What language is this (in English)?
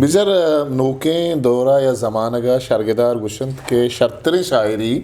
Eastern Balochi